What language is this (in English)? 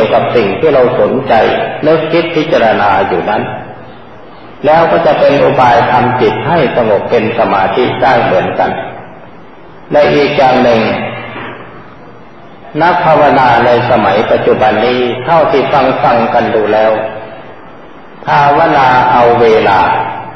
Thai